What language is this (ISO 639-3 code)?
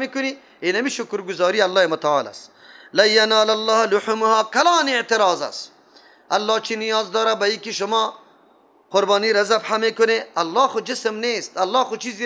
fas